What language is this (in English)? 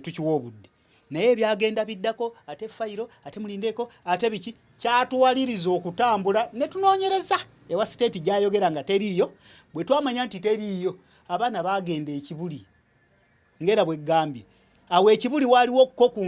Ganda